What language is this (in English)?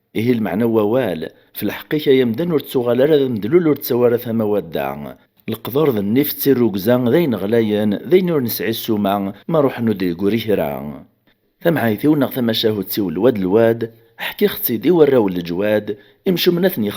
Kabyle